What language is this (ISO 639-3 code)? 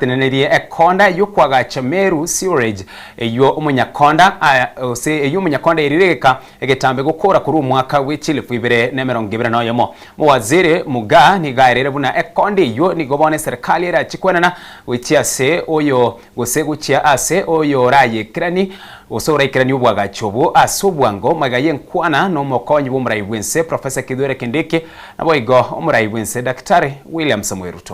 guz